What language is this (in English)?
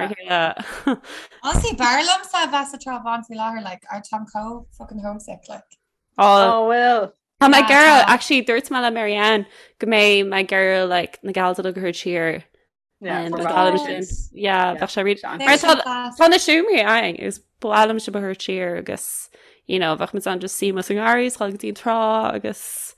Irish